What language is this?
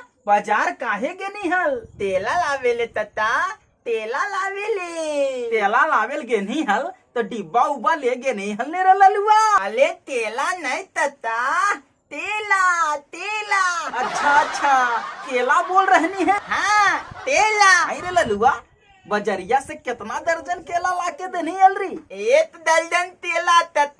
Magahi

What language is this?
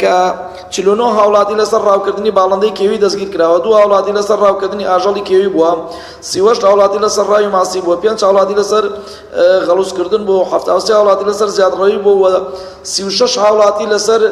Central Kurdish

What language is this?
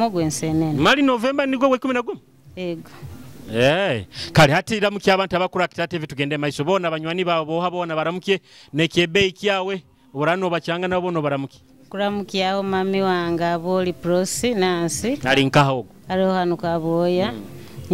Nyoro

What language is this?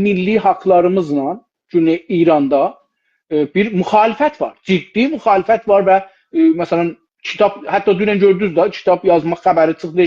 South Azerbaijani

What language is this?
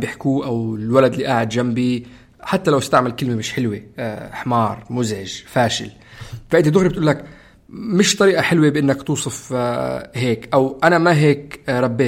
North Levantine Arabic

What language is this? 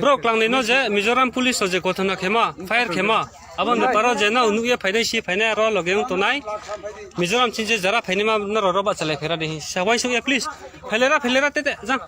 Riang (India)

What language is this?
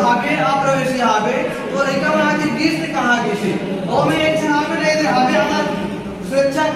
Chhattisgarhi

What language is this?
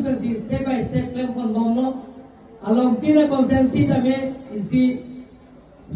Karbi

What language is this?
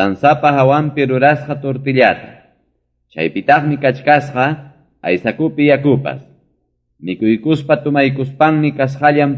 Ayacucho Quechua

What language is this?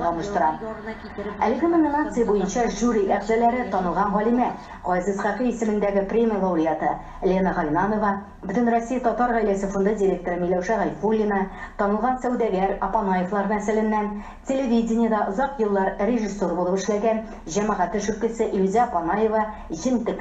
Tatar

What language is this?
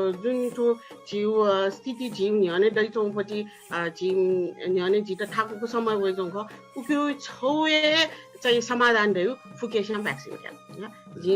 Newari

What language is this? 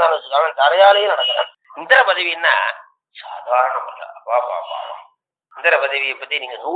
Tamil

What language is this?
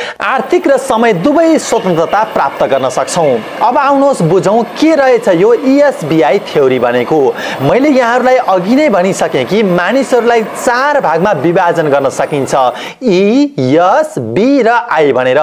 Nepali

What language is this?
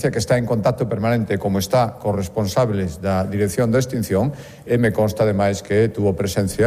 Galician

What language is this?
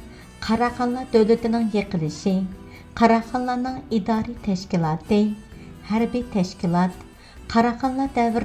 Uyghur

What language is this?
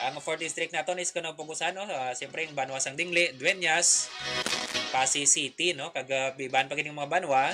Hiligaynon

